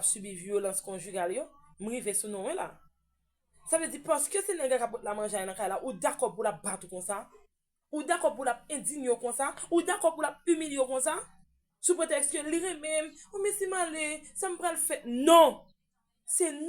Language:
Haitian Creole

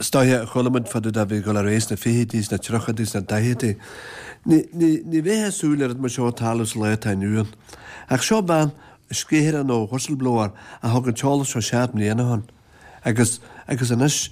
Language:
Irish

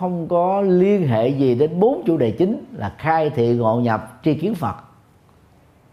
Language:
Vietnamese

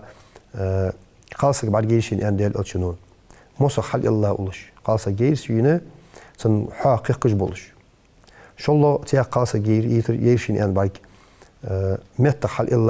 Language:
Ingush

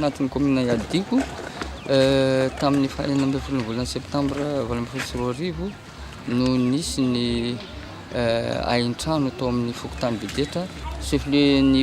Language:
Malagasy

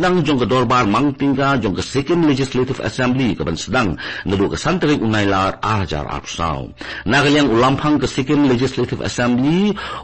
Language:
Khasi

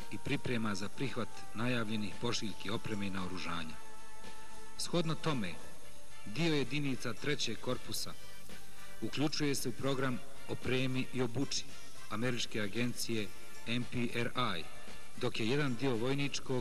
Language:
Bosnian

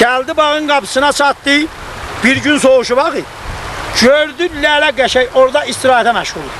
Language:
South Azerbaijani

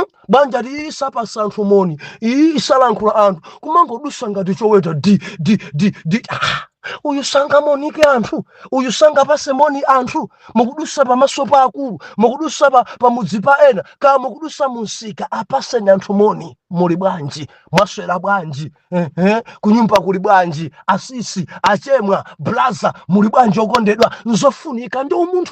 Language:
Nyanja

